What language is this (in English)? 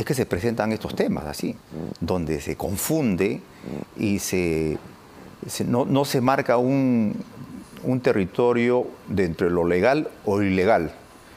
Spanish